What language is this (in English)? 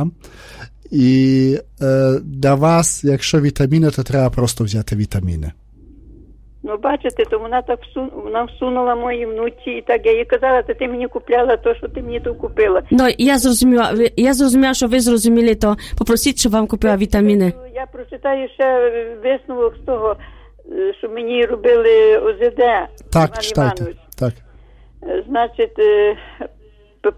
Ukrainian